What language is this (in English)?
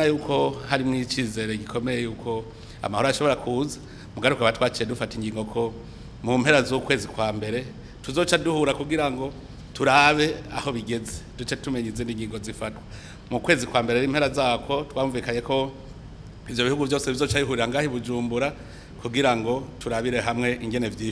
Rundi